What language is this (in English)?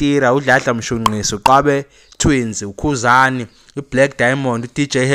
Zulu